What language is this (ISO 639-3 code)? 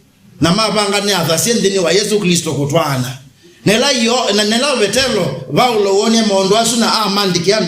kam